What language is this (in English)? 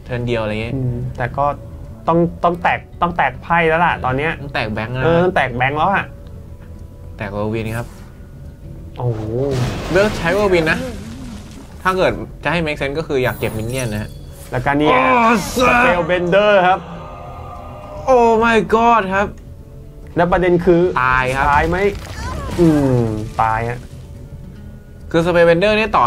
Thai